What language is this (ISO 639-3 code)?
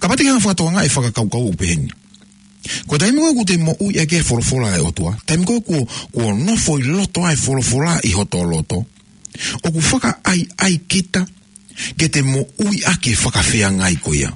ton